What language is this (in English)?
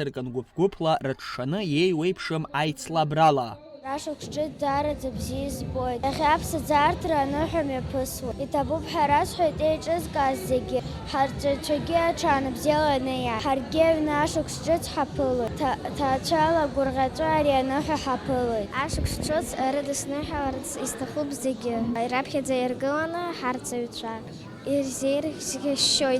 Abkhazian